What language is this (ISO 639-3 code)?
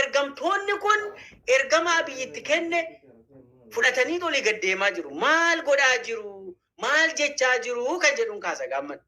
orm